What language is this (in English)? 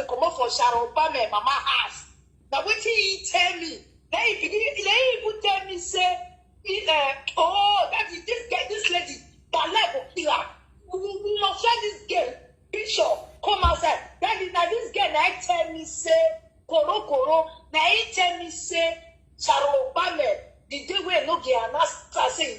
Nigerian Pidgin